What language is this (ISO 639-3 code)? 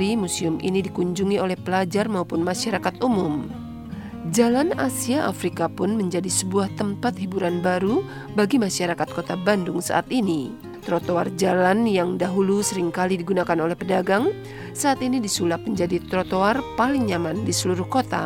ind